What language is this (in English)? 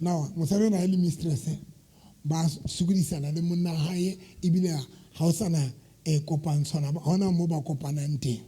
Southern Sotho